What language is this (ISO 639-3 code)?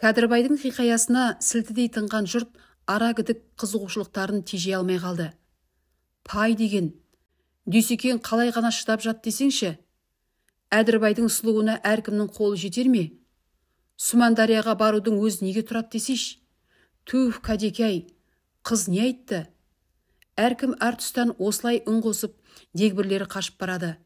kaz